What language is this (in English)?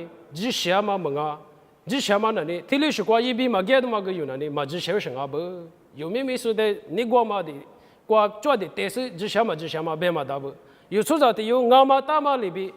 Lisu